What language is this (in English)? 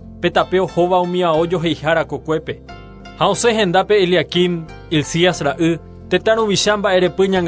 Guarani